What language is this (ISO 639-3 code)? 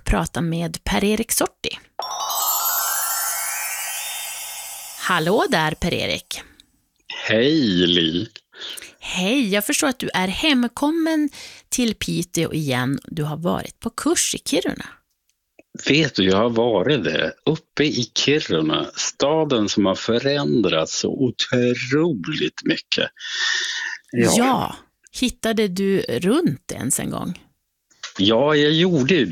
swe